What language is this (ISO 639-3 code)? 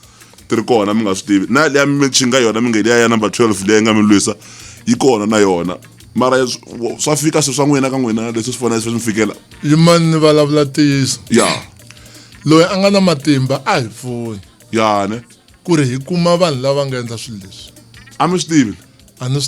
tso